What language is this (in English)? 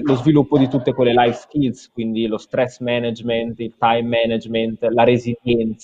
Italian